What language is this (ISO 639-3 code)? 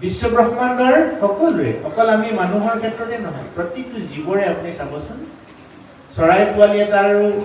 asm